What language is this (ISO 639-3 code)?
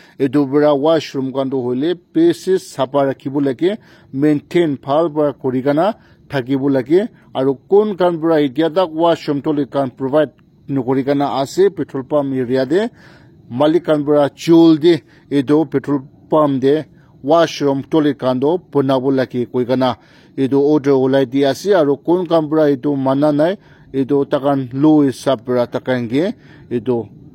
nag